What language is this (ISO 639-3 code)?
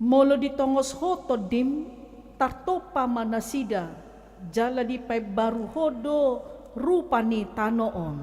bbc